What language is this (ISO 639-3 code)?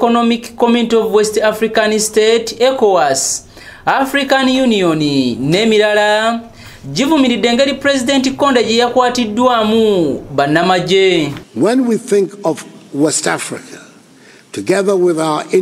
lug